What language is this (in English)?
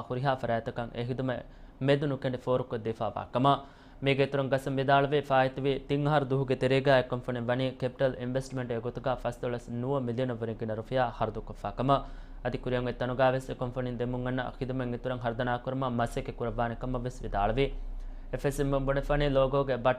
Divehi